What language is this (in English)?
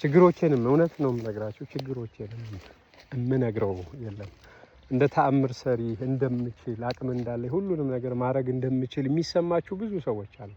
Amharic